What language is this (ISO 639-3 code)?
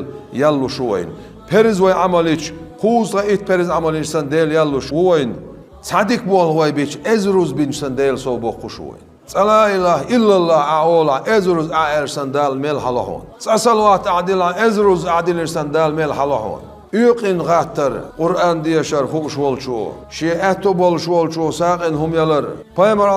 che